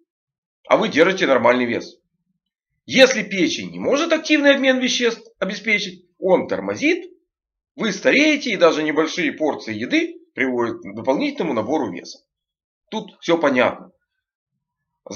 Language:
Russian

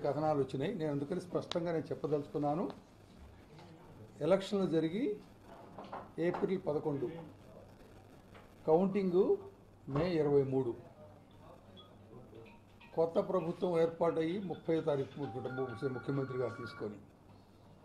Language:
Telugu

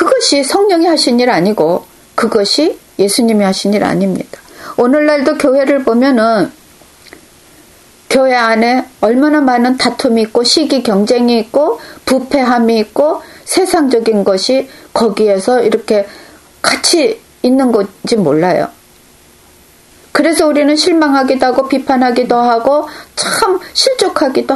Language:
Korean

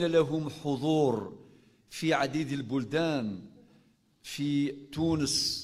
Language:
Kabyle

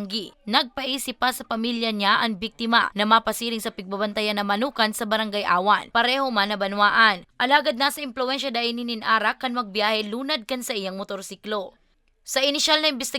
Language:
Bikol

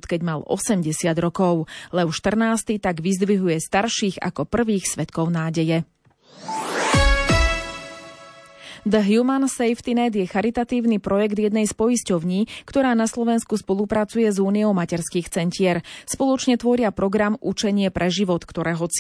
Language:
Slovak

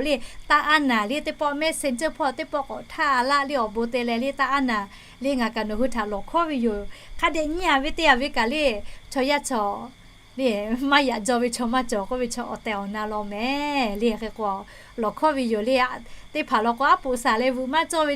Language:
Lahu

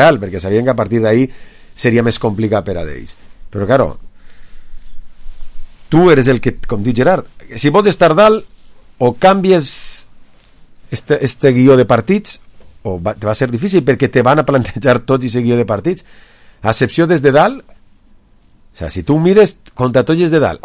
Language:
Catalan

